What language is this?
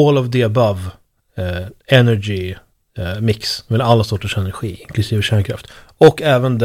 Swedish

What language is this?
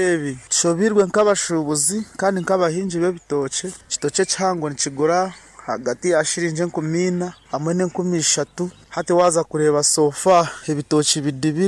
Nyankole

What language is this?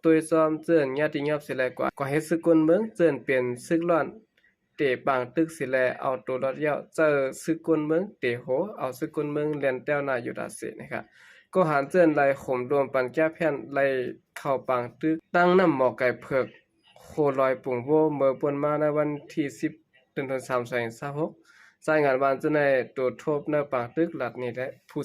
Shan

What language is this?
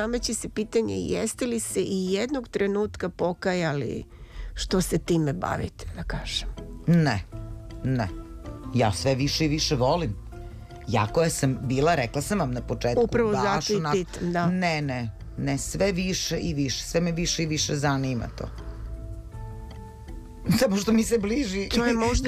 Serbian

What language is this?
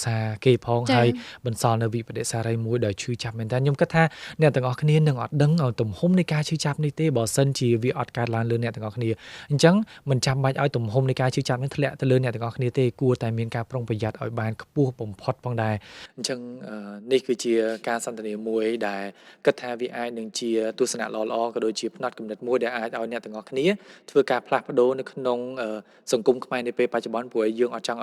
Khmer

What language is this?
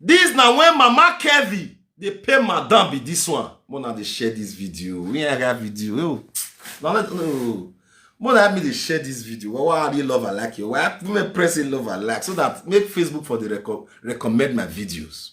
Nigerian Pidgin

